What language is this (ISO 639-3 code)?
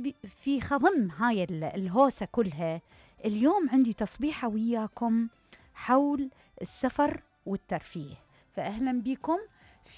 acm